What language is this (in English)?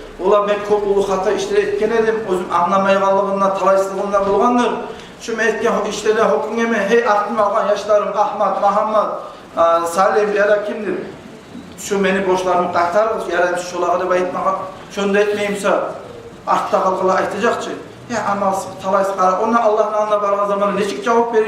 Kumyk